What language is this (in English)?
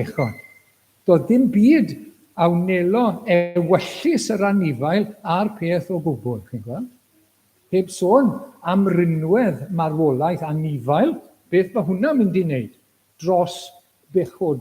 Welsh